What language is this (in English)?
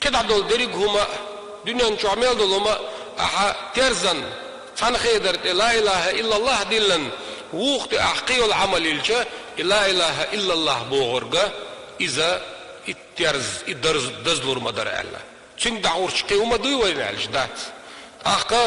Chechen